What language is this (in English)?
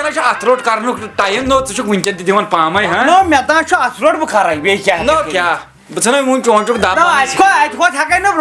Kashmiri